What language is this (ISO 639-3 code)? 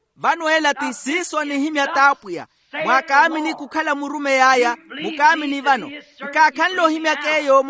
vmw